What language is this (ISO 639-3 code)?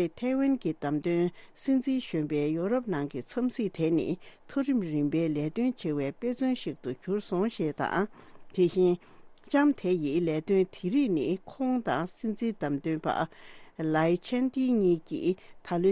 bod